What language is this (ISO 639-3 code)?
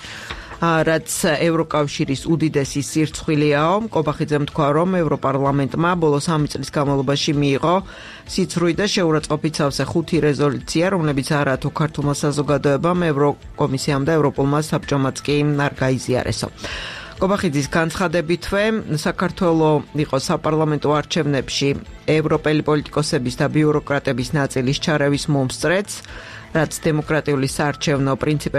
kat